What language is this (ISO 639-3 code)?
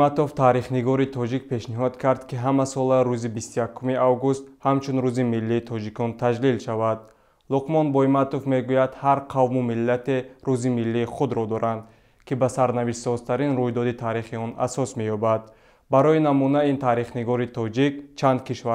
tgk